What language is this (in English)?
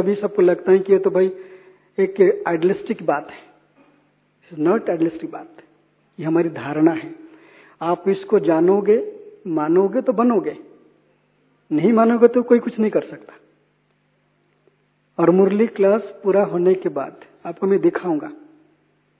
Hindi